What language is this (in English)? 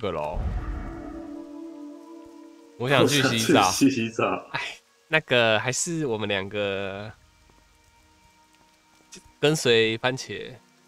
Chinese